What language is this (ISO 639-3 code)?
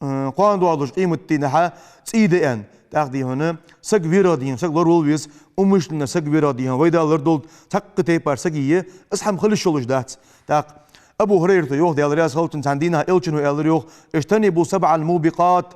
inh